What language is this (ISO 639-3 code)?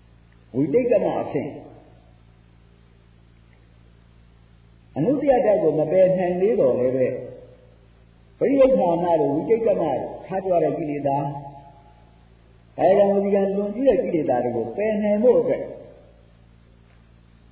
mya